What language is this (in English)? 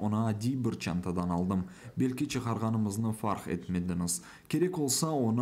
Crimean Tatar